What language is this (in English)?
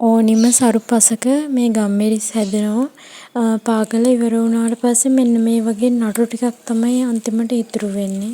Sinhala